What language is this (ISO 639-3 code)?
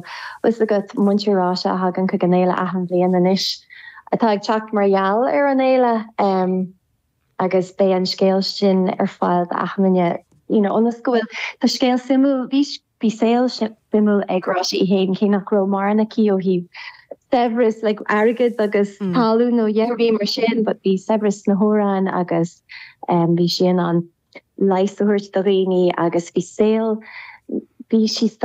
gle